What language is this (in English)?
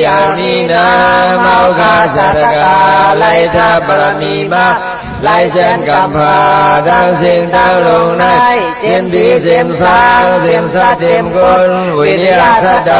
Shan